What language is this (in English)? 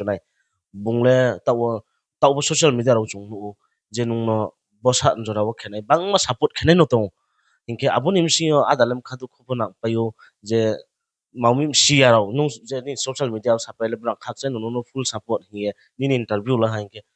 Riang (India)